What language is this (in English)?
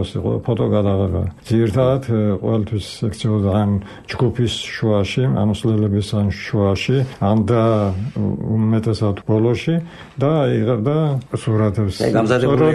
Georgian